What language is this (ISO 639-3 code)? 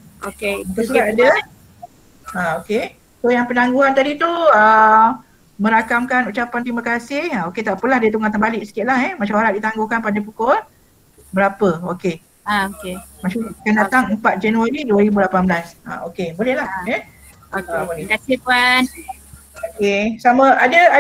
msa